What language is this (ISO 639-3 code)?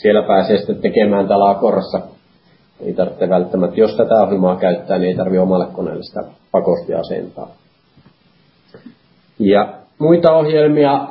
fin